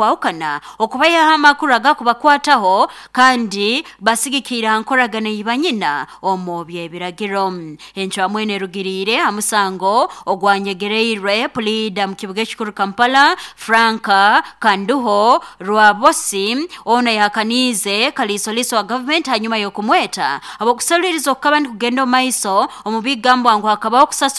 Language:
Nyankole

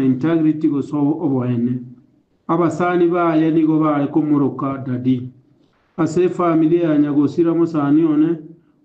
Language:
Gusii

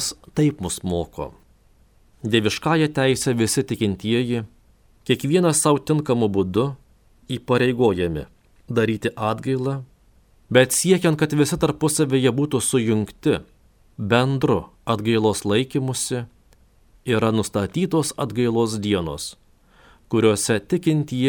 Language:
Lithuanian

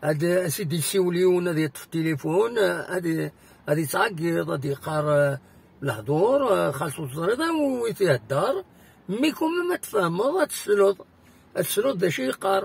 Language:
Kabyle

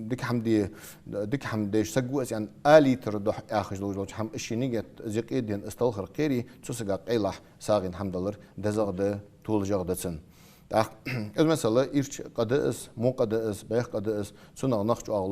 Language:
Ingush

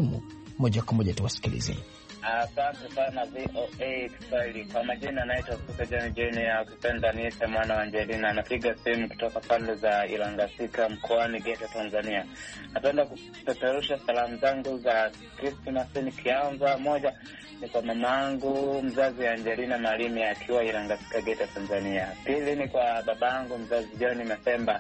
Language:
Swahili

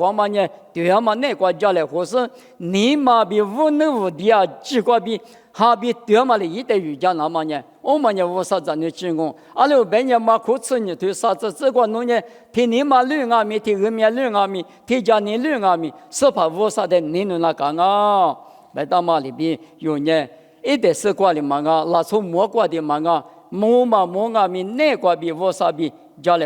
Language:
Lisu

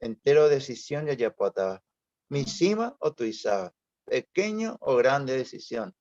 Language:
Guarani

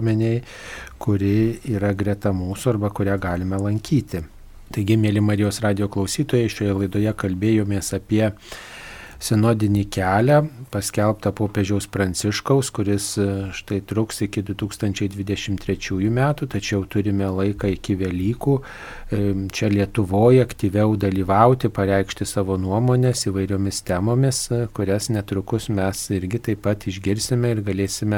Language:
Lithuanian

